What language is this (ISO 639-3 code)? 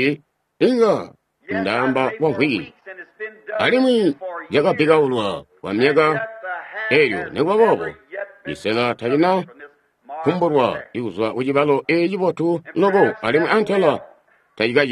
toi